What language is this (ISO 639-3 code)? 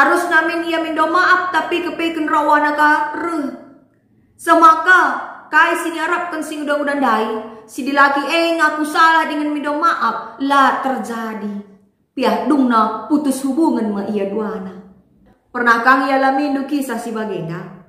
btx